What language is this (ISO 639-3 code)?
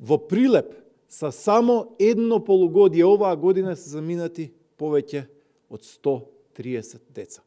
mkd